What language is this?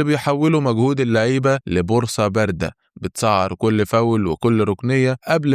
Egyptian Arabic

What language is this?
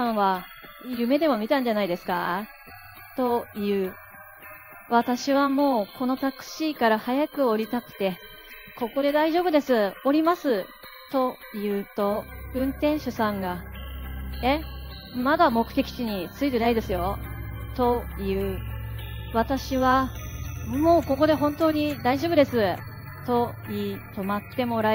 Japanese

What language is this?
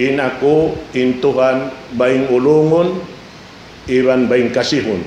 Tausug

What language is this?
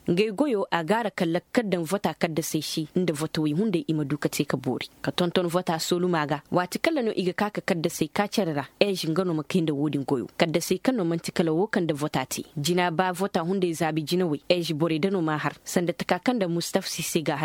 Koyraboro Senni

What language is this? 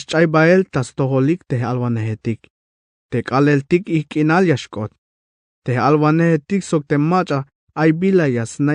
Tzeltal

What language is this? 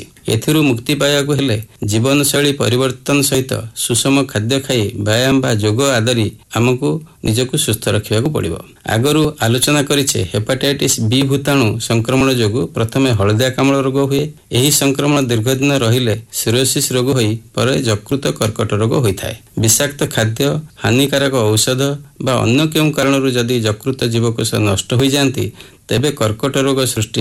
Odia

